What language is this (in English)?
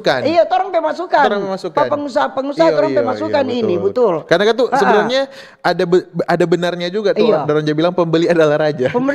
Manado Malay